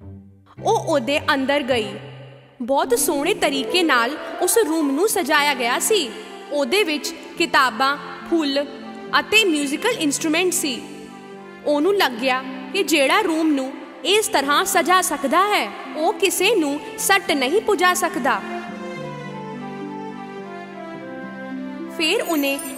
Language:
Punjabi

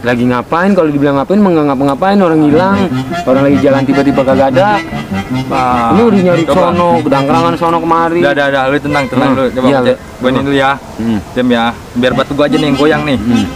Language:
Betawi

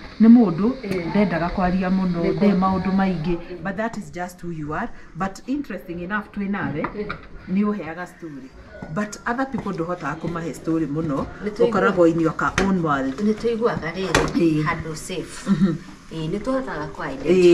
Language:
Kikuyu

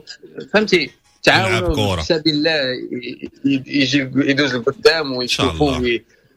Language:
Moroccan Arabic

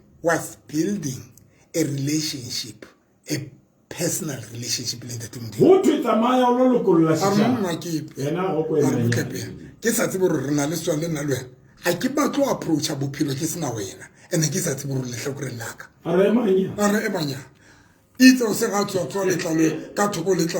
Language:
Southern Sotho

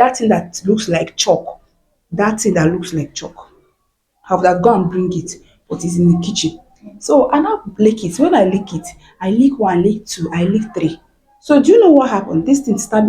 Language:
Nigerian Pidgin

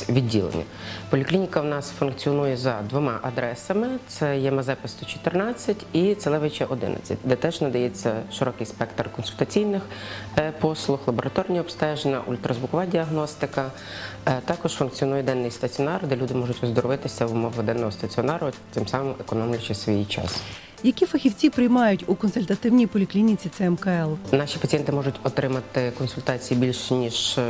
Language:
Ukrainian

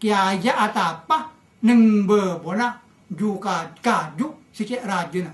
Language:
Madurese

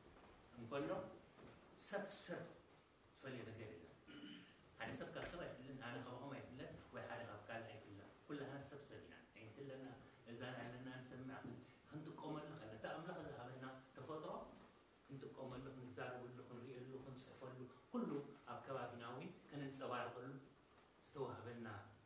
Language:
Tigrinya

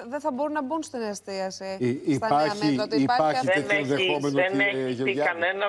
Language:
Greek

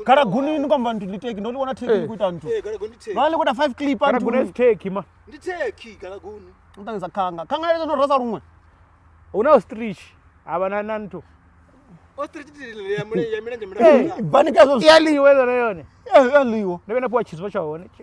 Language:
Venda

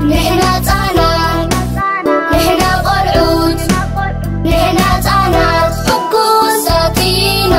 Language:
Tigrinya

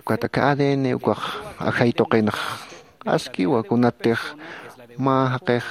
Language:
Aymara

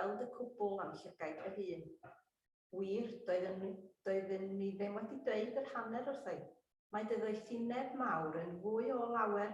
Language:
Welsh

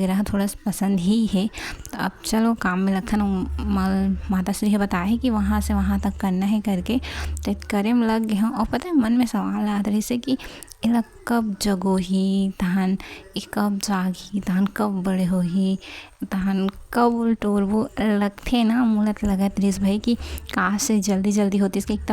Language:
Chhattisgarhi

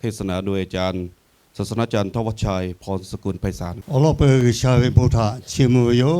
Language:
Lahu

